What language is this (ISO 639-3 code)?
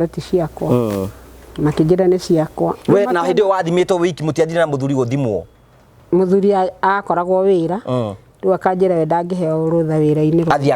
kik